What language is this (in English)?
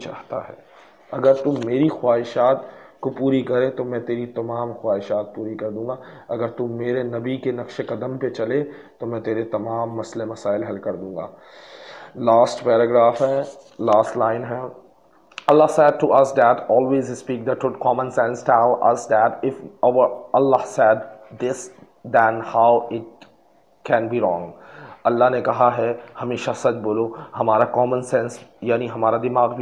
Urdu